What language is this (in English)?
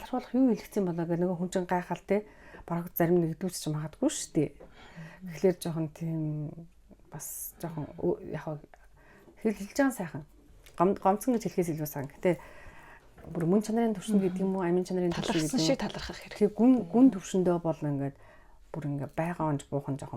Mongolian